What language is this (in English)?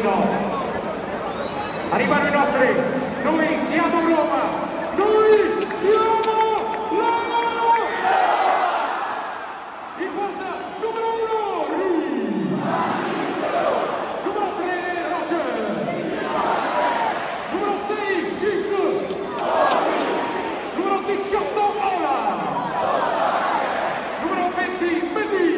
Italian